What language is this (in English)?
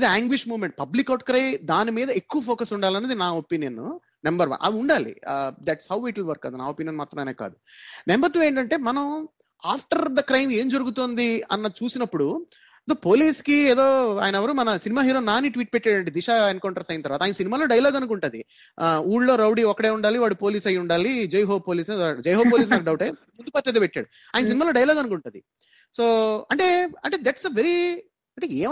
Telugu